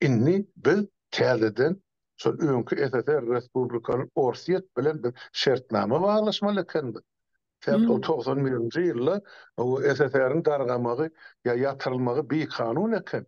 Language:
Turkmen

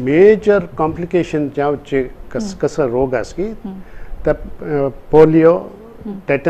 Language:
Konkani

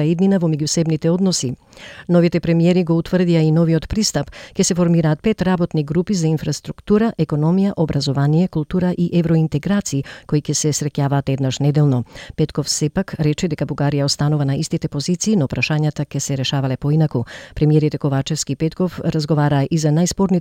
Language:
Macedonian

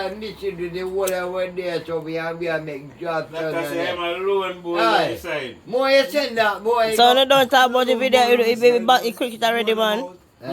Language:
Jamaican Creole English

